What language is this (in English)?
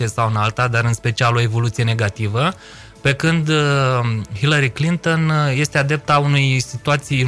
Romanian